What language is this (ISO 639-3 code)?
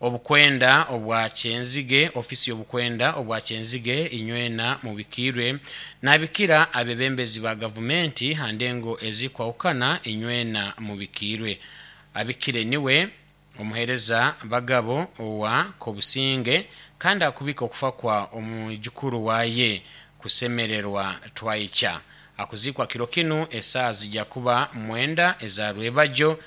nyn